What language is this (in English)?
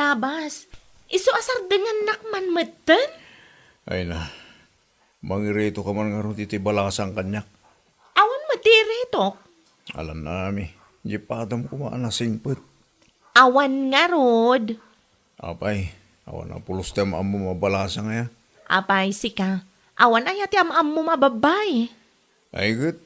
Iloko